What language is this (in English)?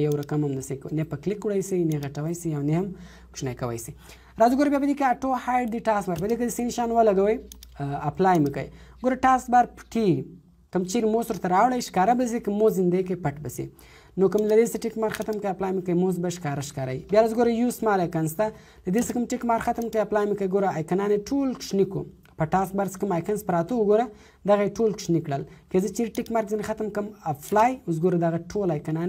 Pashto